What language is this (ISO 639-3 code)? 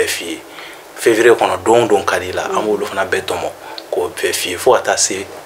bam